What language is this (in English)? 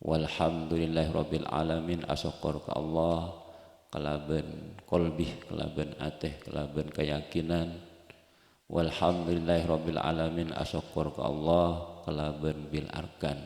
Madurese